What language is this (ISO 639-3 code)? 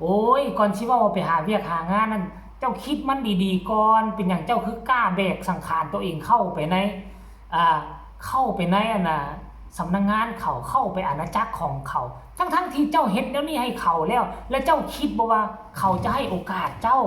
tts